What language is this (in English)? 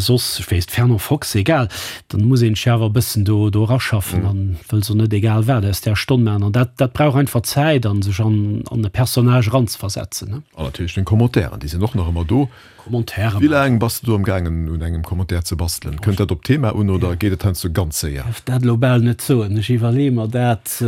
Luxembourgish